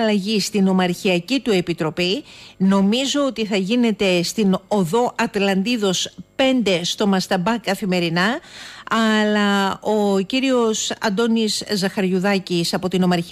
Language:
Greek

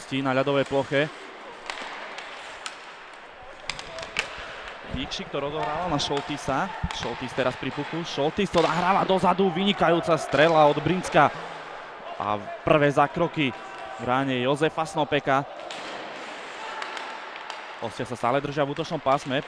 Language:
Slovak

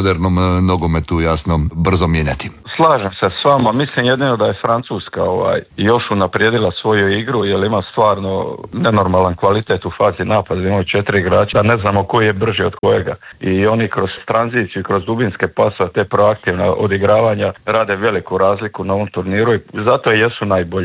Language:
Croatian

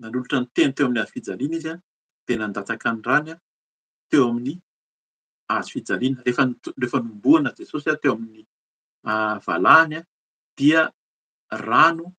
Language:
Malagasy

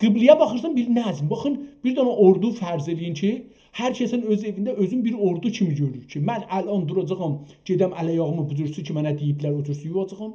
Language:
South Azerbaijani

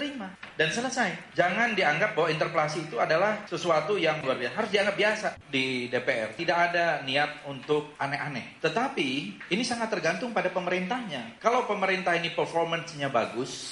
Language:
Indonesian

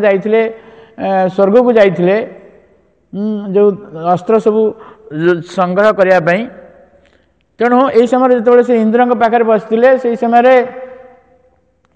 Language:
Odia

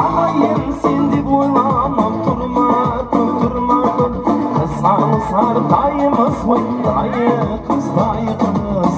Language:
Kara-Kalpak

